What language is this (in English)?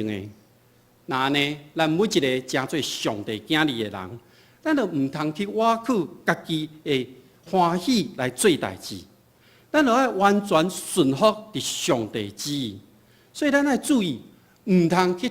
Min Nan Chinese